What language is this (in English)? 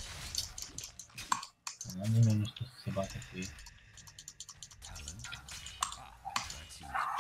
Romanian